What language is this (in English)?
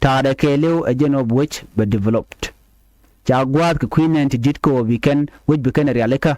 Nuer